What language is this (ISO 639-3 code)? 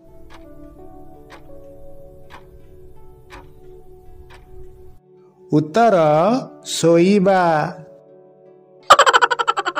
ori